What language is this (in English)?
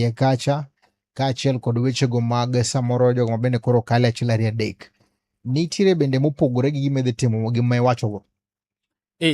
Luo (Kenya and Tanzania)